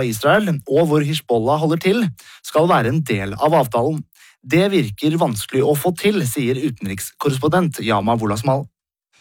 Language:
Norwegian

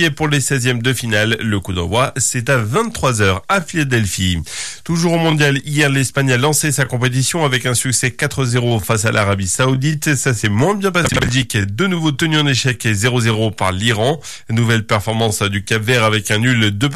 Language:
French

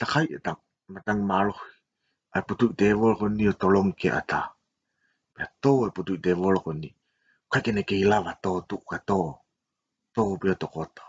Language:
Tongan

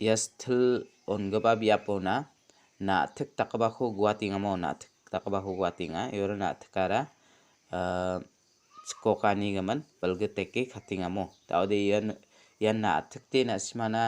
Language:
Garo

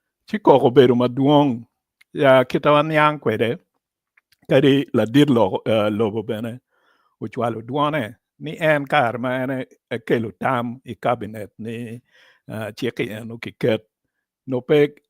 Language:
Acoli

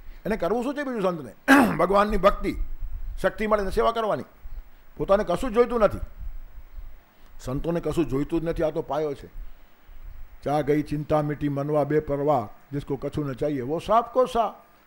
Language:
Gujarati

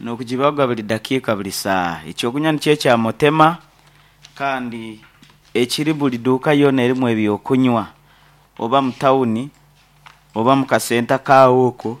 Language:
Nyankole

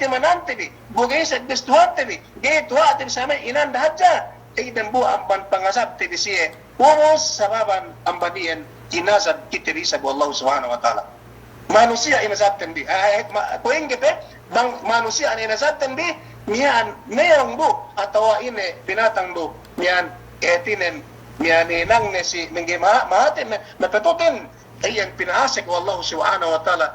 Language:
Yakan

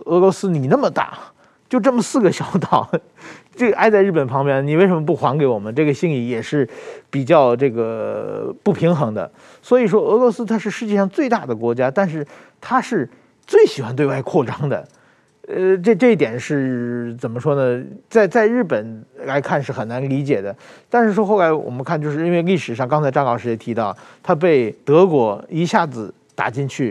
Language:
Chinese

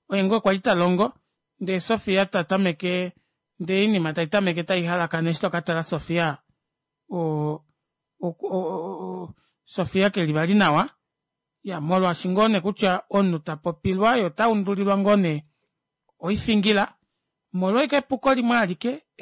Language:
Kuanyama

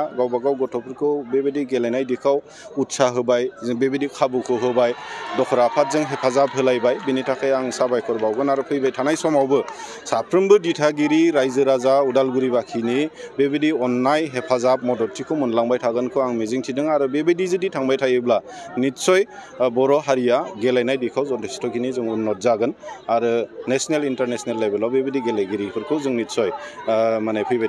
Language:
Bodo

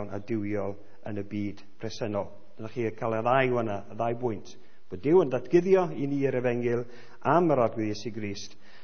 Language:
Welsh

